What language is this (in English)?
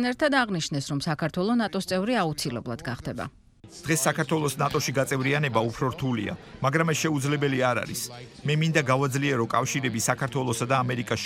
Georgian